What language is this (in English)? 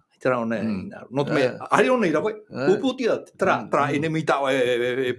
Tahitian